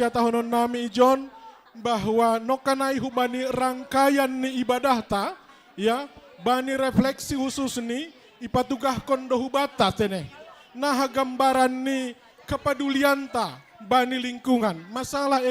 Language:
Batak Simalungun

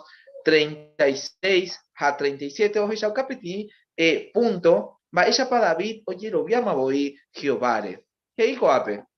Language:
Guarani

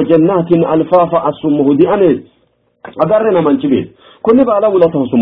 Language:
Sidamo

